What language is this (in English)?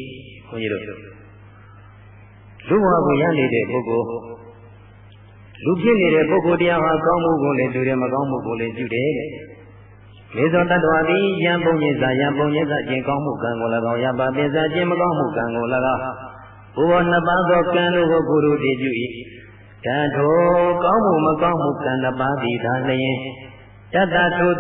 Burmese